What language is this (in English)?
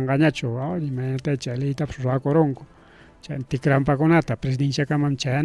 Ayacucho Quechua